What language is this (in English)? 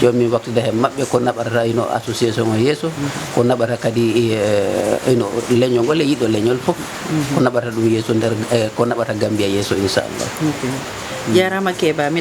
Fula